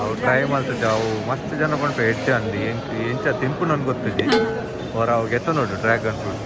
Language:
Tulu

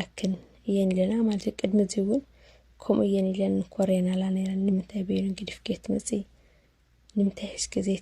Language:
Tigrinya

